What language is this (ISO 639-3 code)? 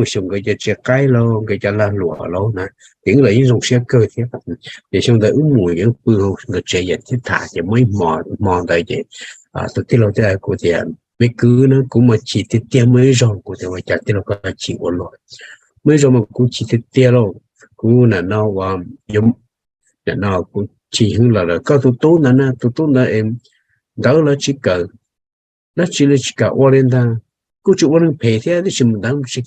hmn